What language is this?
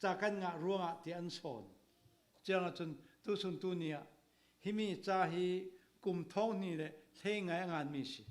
Falam Chin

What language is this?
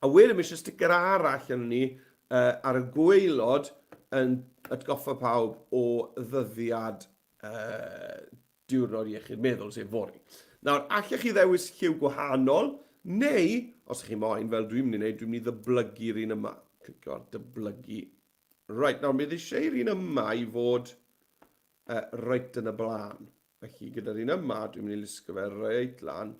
Welsh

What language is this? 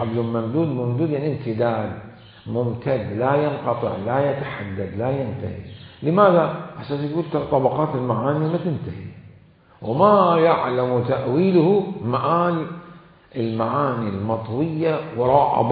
Mesopotamian Arabic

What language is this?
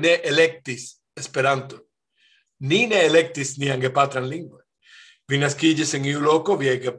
Esperanto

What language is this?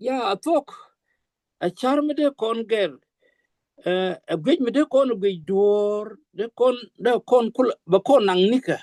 Nuer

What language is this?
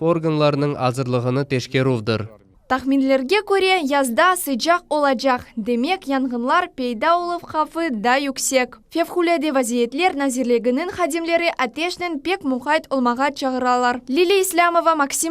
Crimean Tatar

